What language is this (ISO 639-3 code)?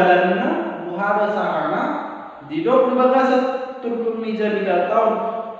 bbc